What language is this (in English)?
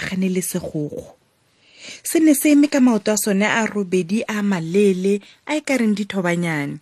Tswana